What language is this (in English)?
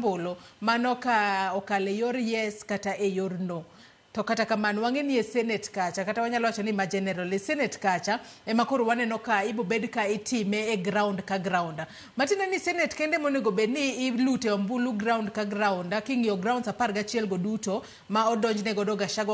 Luo (Kenya and Tanzania)